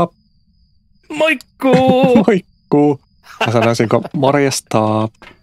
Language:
Finnish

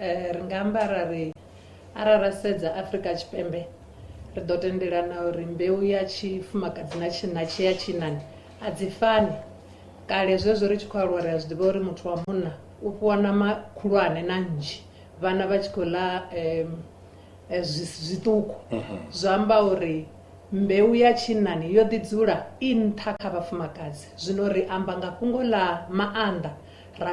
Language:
Venda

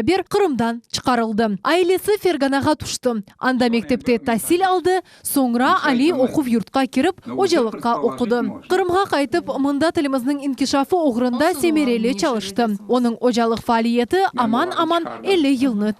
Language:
Crimean Tatar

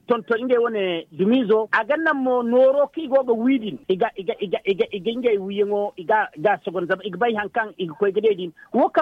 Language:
Zarma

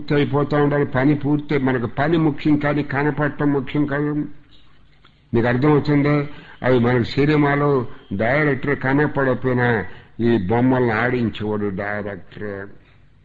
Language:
Telugu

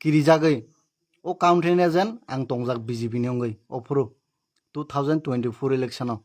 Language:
Kok Borok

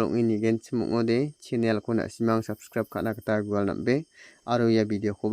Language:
Garo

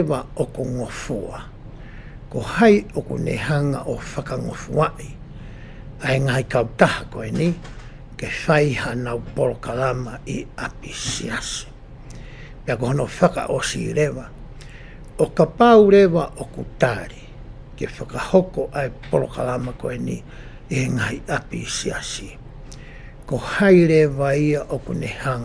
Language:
Tongan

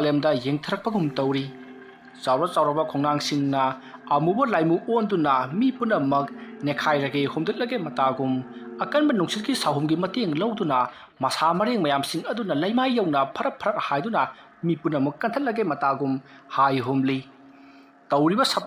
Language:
Manipuri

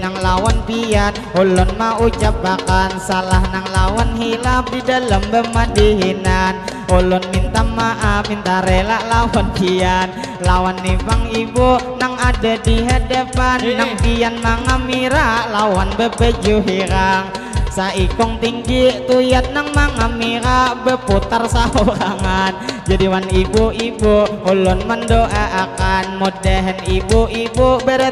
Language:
Banjar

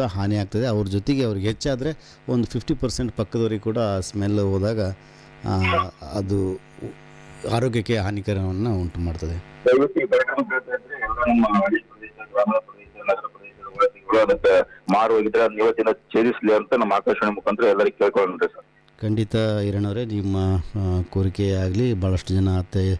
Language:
Kannada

